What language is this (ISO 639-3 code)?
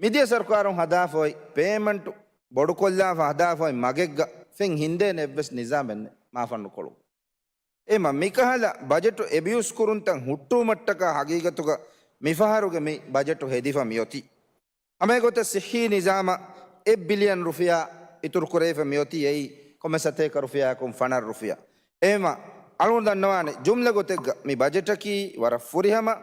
div